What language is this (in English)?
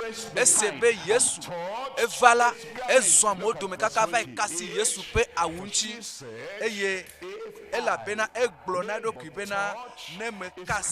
Ewe